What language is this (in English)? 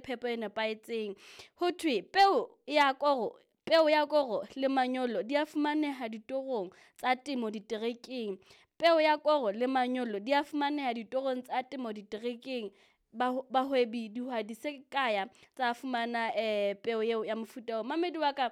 Southern Sotho